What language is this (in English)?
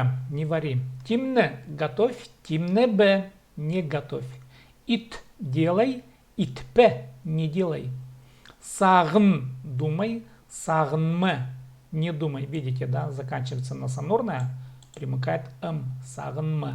Khakas